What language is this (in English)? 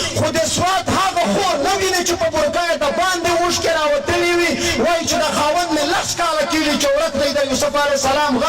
Pashto